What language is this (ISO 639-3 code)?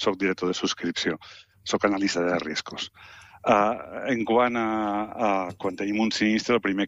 cat